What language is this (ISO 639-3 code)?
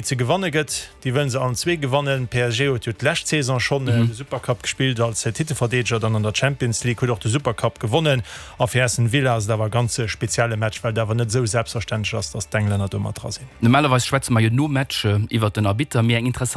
ltz